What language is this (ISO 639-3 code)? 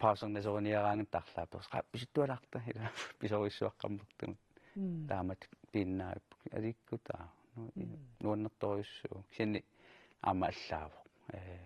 kal